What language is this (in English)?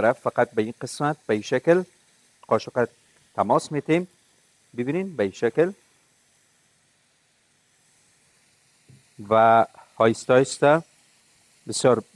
Persian